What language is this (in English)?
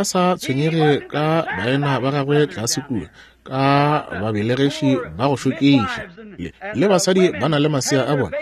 Northern Sotho